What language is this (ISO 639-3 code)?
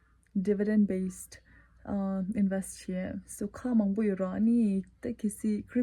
bod